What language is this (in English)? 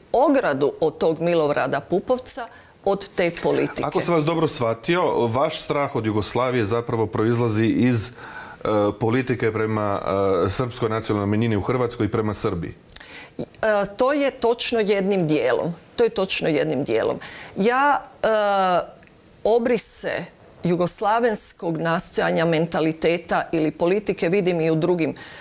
Croatian